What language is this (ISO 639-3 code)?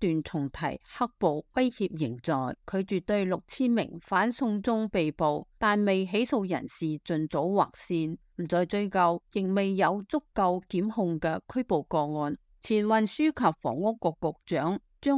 yue